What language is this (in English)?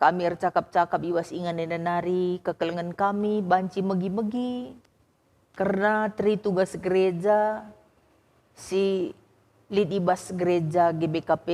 Batak Karo